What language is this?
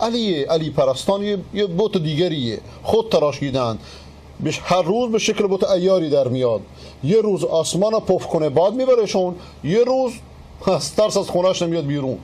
Persian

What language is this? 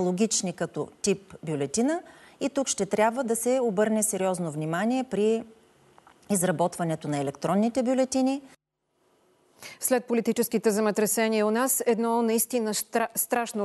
Bulgarian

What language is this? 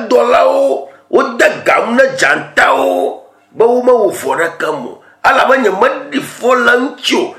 Ewe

